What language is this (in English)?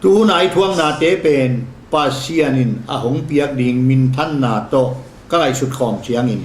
Tedim Chin